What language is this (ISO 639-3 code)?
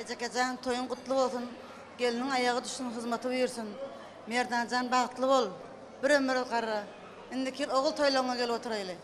tuk